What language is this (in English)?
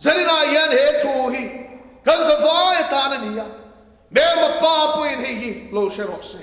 Mizo